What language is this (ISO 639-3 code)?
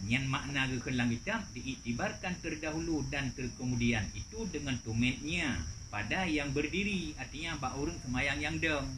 ace